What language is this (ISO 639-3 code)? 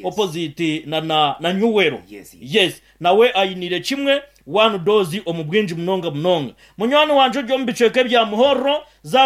nyn